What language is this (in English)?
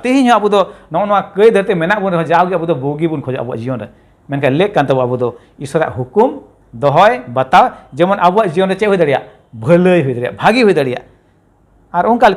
Santali